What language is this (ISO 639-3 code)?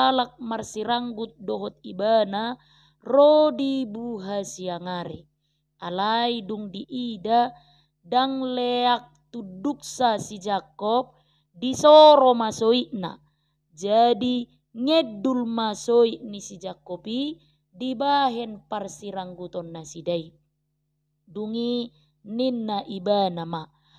bbc